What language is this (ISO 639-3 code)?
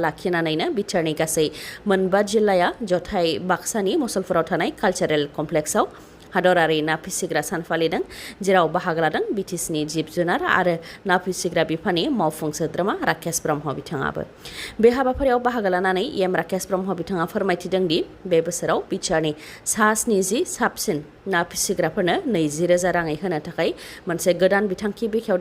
brx